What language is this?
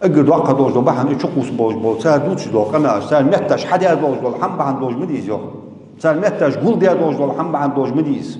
Ingush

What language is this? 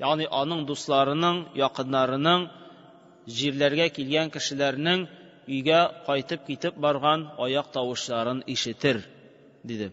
Tatar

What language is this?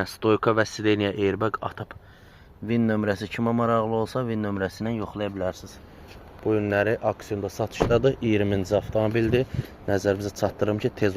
Azerbaijani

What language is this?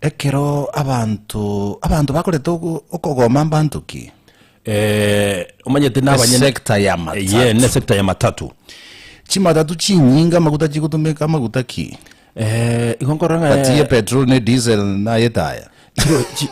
Gusii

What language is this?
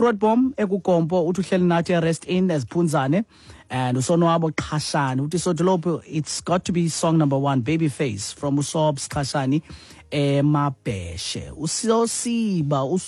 Xhosa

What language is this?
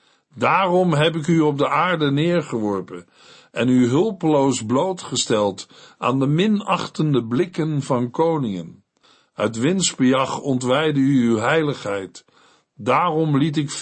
Dutch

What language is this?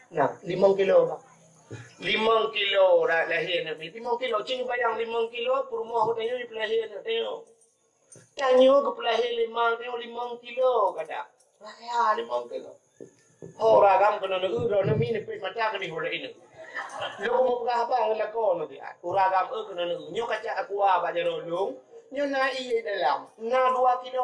Achinese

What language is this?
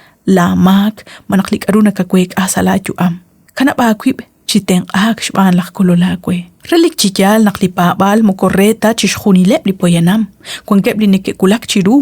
Kekchí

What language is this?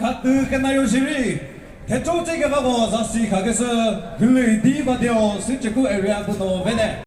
Chokri Naga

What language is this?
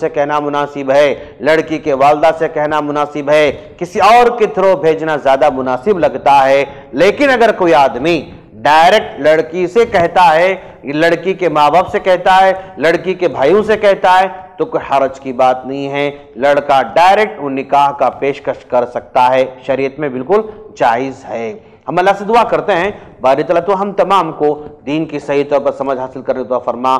Urdu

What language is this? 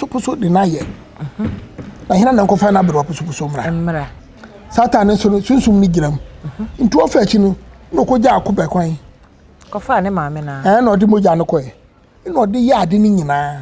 Akan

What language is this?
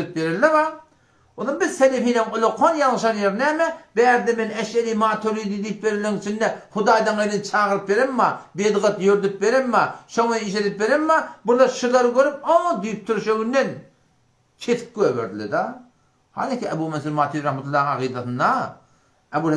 Turkmen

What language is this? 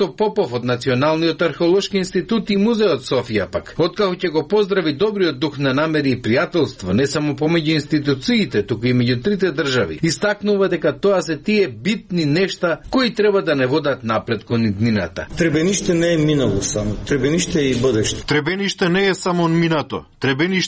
Macedonian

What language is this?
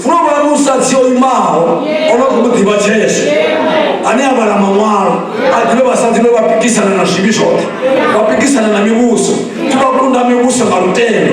Venda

